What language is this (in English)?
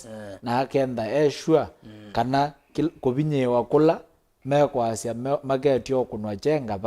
Kamba